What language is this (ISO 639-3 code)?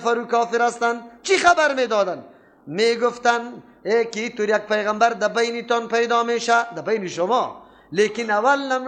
fas